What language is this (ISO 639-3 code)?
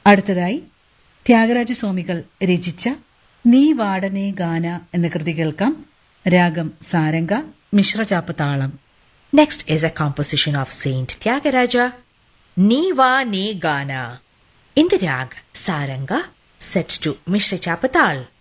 mal